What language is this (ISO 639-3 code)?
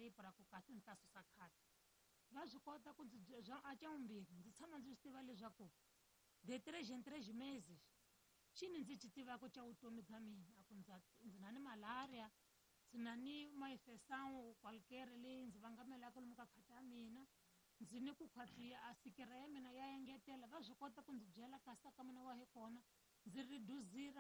tso